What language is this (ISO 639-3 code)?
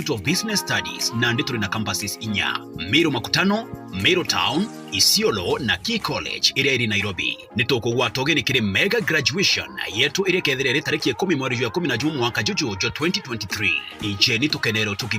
mer